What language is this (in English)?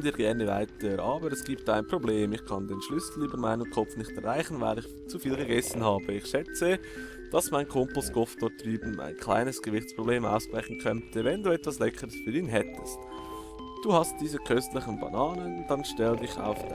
Swiss German